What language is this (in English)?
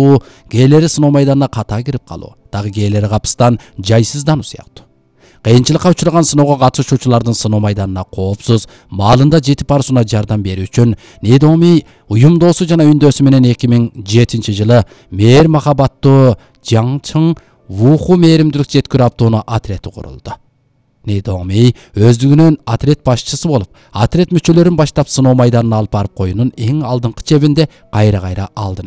Kyrgyz